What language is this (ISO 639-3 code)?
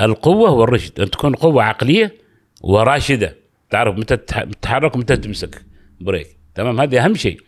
afb